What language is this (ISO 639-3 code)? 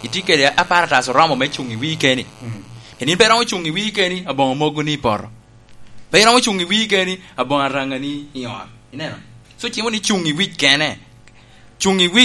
laj